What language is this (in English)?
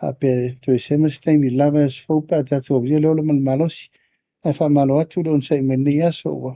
Samoan